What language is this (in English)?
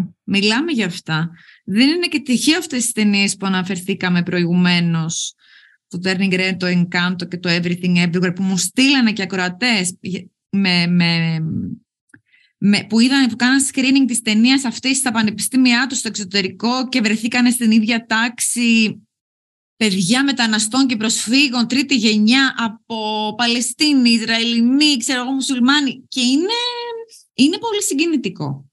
Greek